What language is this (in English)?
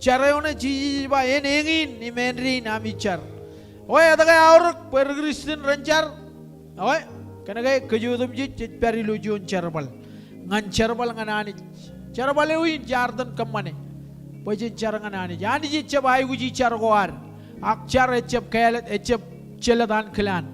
Marshallese